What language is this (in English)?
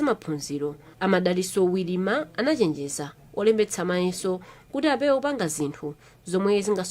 Nyanja